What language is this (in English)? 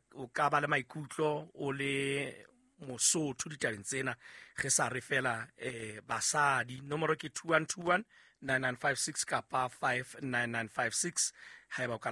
Southern Sotho